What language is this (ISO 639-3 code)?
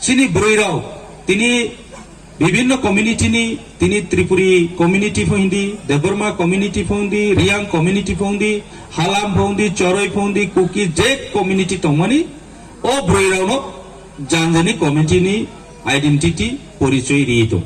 ria